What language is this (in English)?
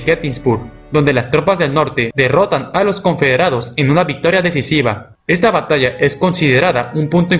Spanish